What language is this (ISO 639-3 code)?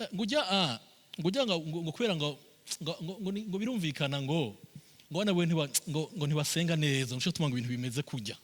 run